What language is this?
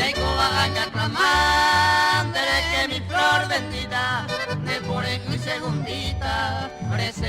Guarani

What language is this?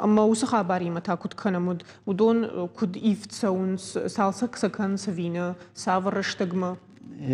Ossetic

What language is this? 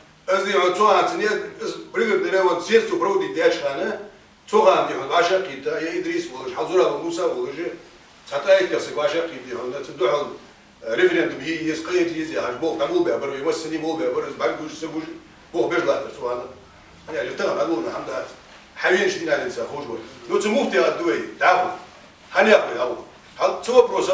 Ingush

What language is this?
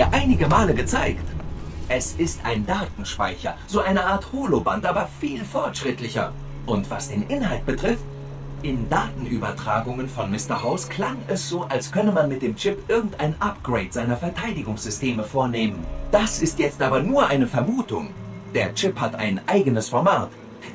Bavarian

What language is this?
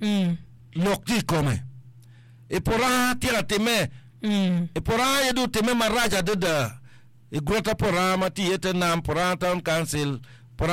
Acoli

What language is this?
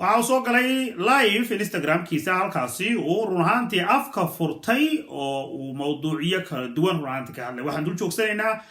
Somali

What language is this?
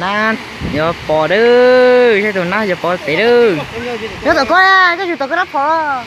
Hmong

